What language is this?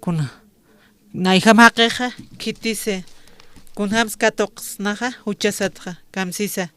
Aymara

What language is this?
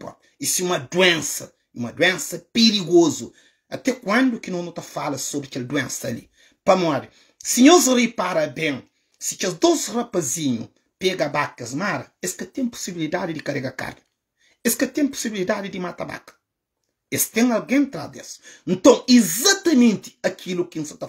Kabuverdianu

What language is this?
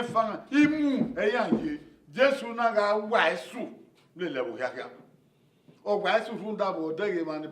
Bini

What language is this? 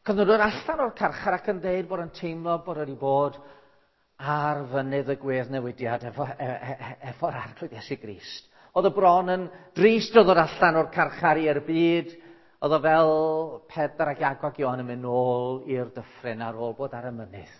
Welsh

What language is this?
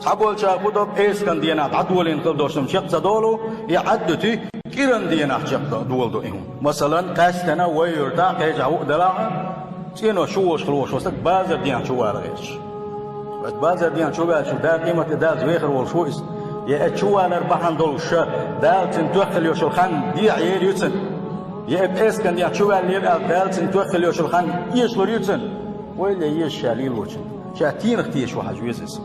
Chechen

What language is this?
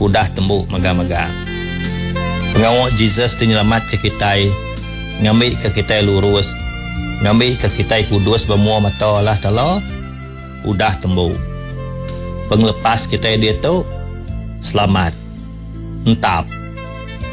Iban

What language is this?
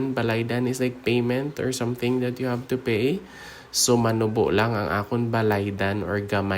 Hiligaynon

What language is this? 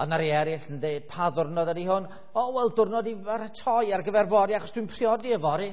Welsh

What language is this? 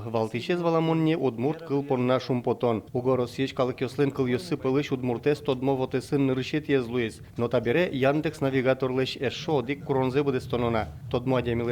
Udmurt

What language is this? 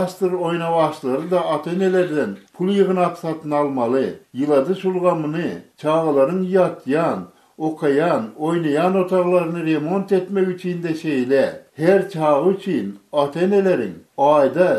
Turkmen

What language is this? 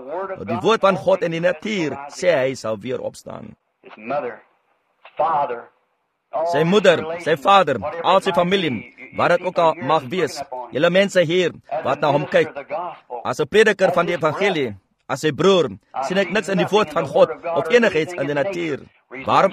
Afrikaans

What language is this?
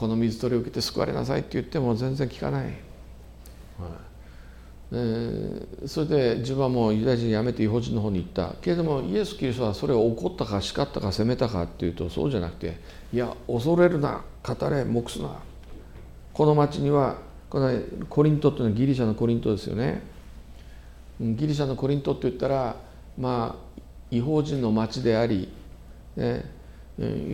Japanese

